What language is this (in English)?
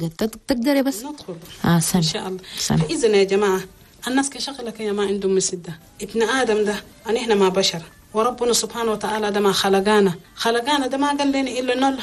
Chadian Arabic